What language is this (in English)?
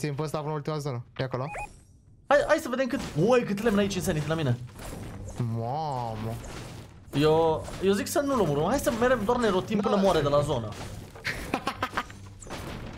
Romanian